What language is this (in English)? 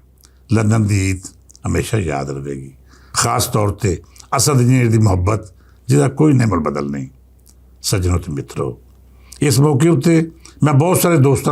Western Panjabi